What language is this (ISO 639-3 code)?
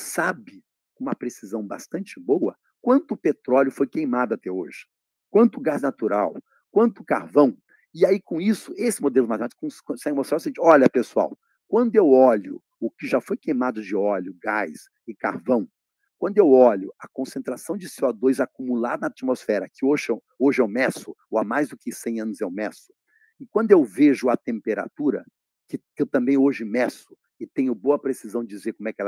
por